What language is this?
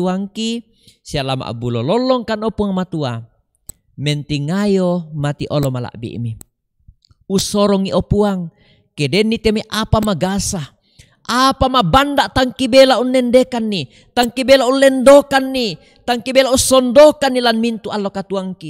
Toraja-Sa'dan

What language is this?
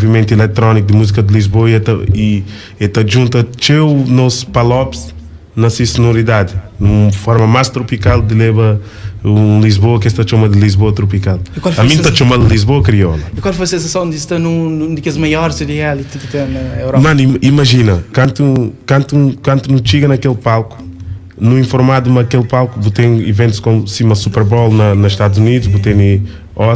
Kabuverdianu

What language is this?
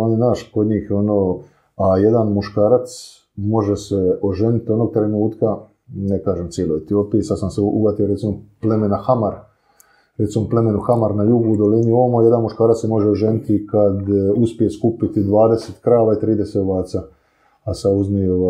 Croatian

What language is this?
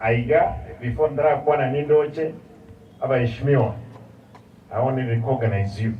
Gusii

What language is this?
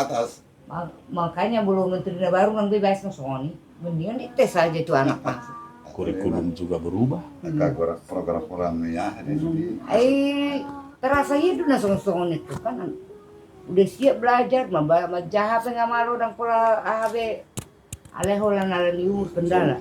Batak Toba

